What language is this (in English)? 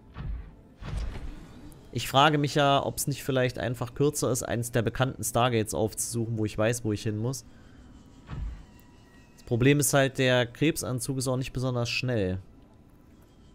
German